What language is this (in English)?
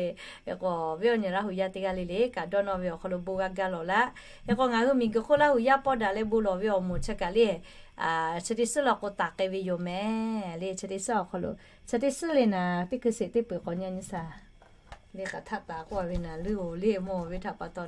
Lahu